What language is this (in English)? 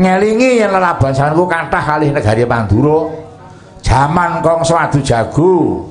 Javanese